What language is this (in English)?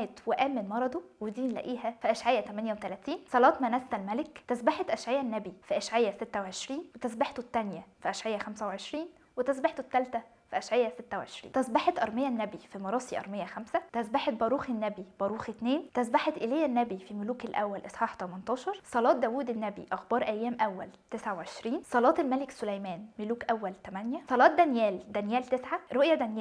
Egyptian Arabic